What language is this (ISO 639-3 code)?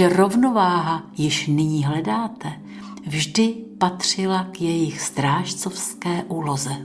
ces